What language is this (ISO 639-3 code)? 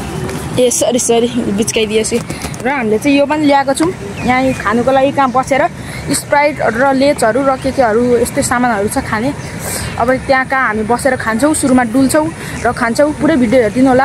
nep